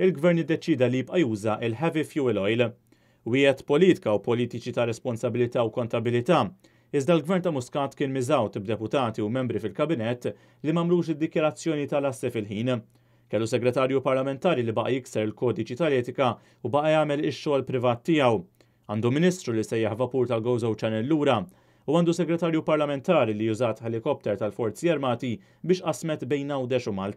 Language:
Maltese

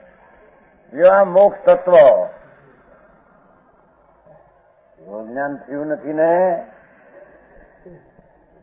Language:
Gujarati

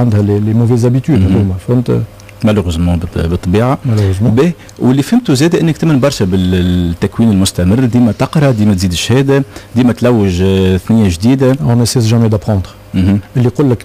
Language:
Tunisian Arabic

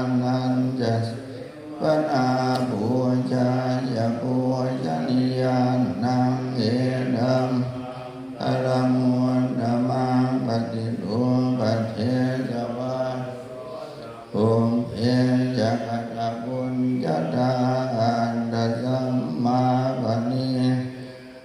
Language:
Pali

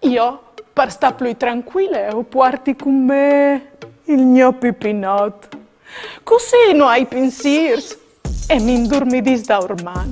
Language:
Friulian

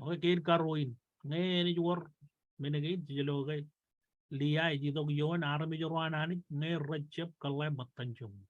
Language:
Marshallese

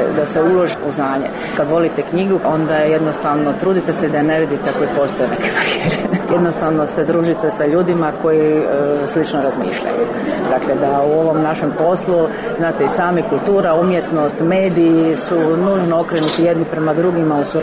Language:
Croatian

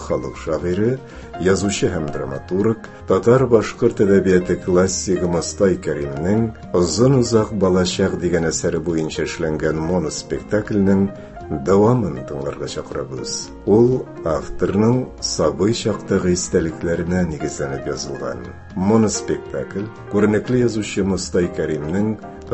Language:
Tatar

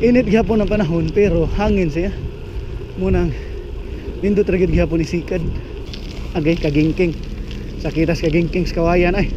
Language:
Cebuano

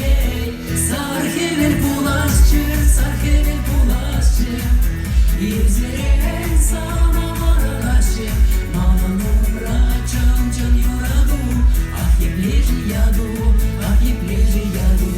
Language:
Chuvash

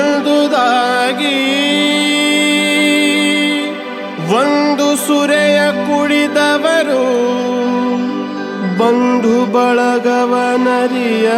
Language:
Kannada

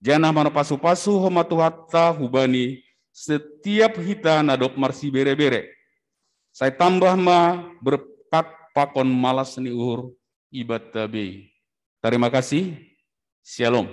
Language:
Batak Simalungun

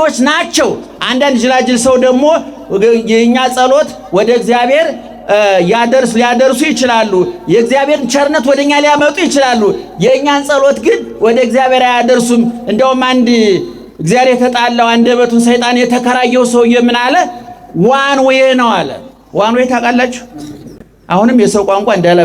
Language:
Amharic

